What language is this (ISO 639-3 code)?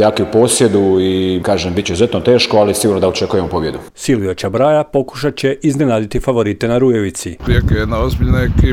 hrv